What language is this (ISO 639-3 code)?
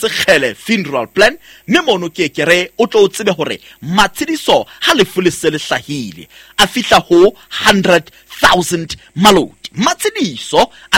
sot